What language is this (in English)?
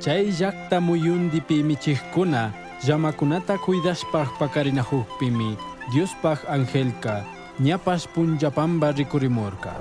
Chimborazo Highland Quichua